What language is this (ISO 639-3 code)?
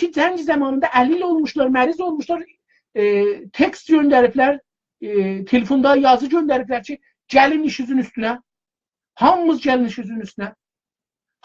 azb